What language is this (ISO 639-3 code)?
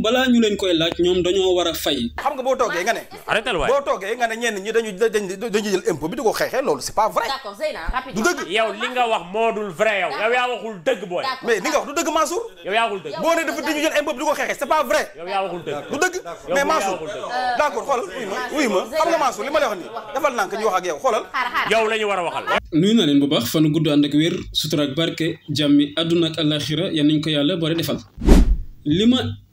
wol